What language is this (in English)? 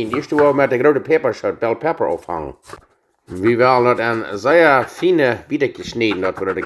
Plautdietsch